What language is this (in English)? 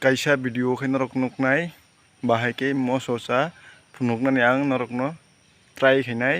Kok Borok